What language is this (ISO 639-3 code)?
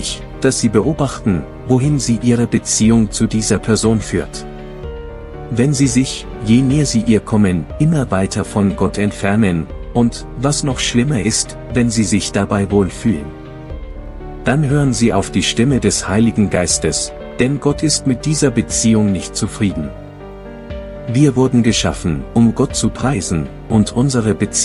deu